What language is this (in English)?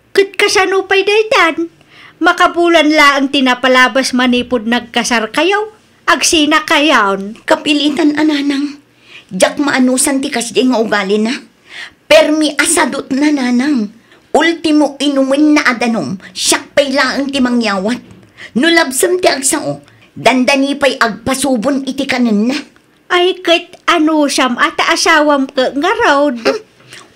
Iloko